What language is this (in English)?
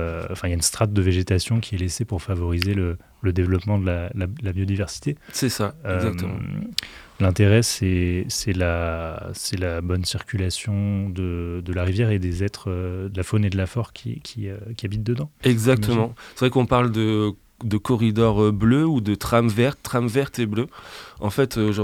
French